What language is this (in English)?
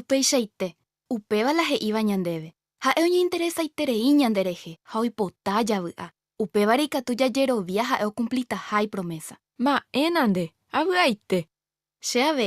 Guarani